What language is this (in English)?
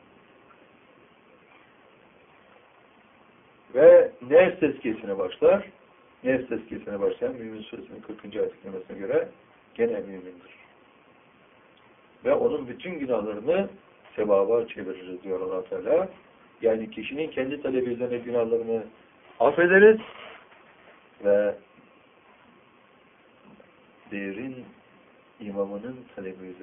Turkish